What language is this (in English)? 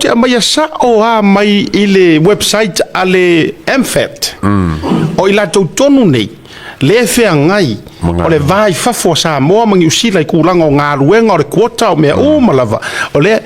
Samoan